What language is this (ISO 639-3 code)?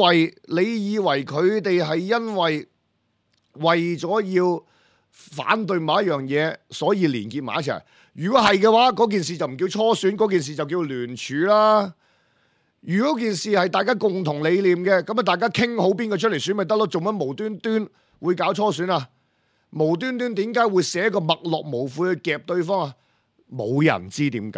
yue